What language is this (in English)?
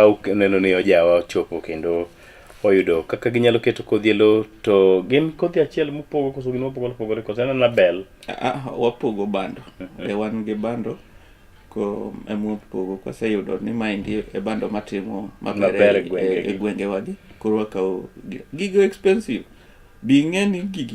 Luo (Kenya and Tanzania)